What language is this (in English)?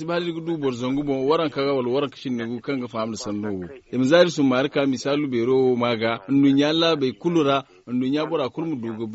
Zarma